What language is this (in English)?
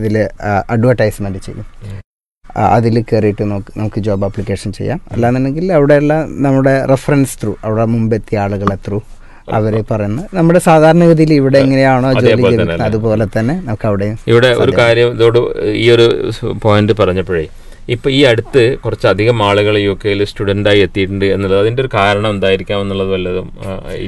Malayalam